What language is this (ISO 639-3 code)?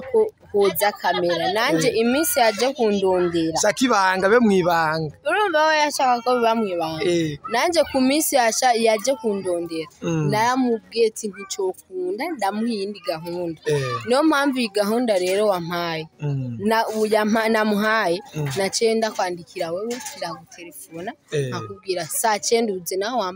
run